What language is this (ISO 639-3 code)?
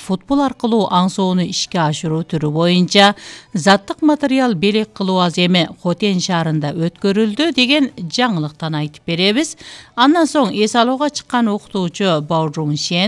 kir